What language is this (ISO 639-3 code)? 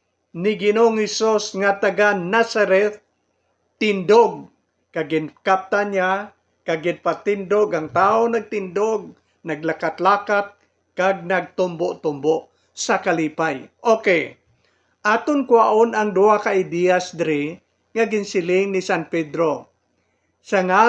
hil